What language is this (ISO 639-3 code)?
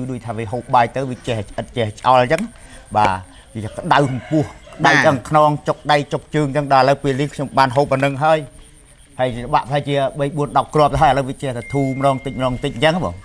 khm